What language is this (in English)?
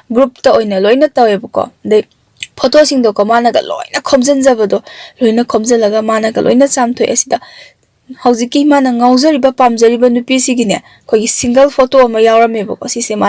Manipuri